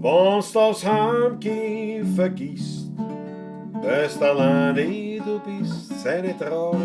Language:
Bavarian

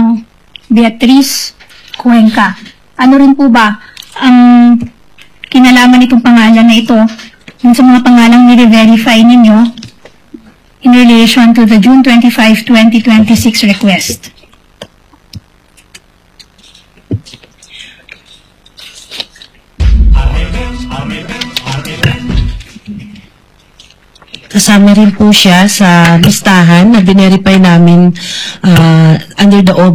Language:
Filipino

